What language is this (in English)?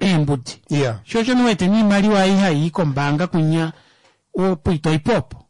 Kuanyama